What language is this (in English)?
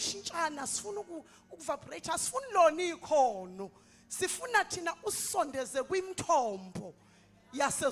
Zulu